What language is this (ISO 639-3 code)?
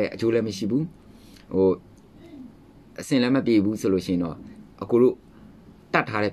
mya